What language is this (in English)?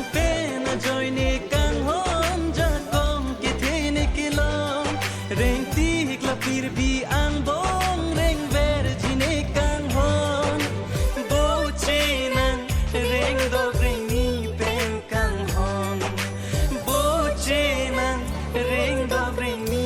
Karbi